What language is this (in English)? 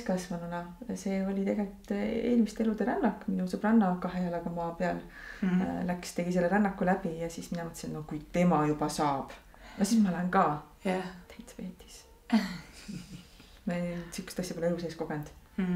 Estonian